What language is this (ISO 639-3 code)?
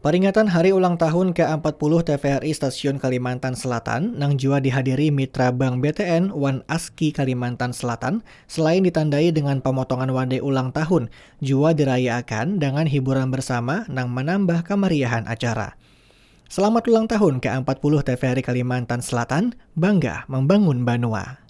bjn